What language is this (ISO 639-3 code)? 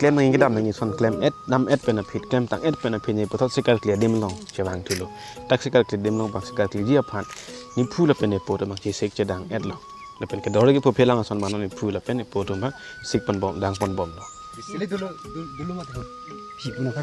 mjw